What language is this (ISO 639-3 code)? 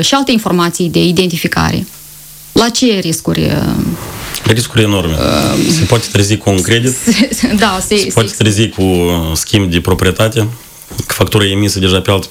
ron